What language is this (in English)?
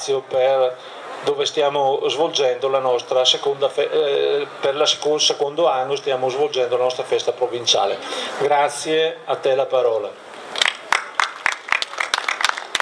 Italian